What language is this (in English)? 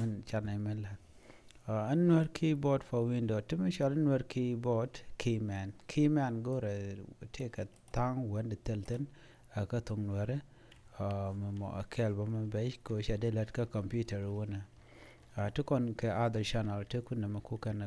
Nuer